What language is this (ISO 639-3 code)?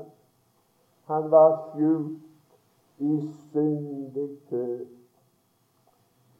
nor